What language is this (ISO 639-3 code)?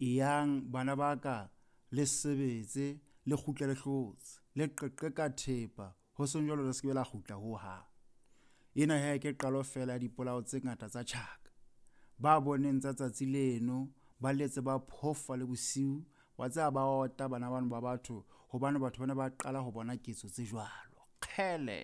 sot